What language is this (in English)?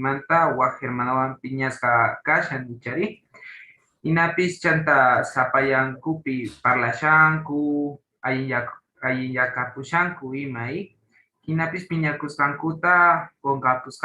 Quechua